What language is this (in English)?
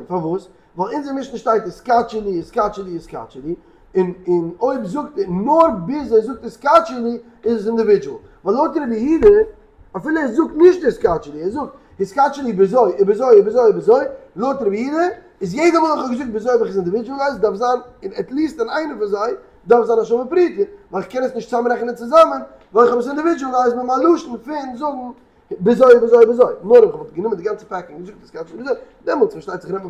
Yiddish